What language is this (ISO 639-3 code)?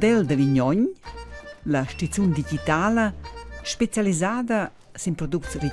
roh